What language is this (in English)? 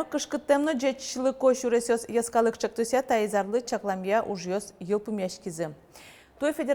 Udmurt